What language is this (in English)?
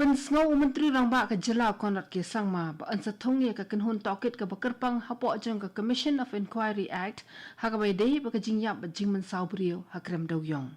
Khasi